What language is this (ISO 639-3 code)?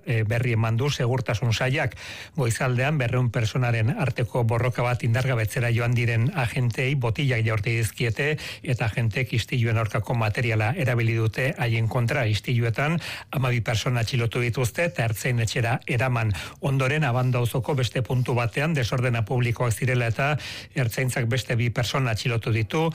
eus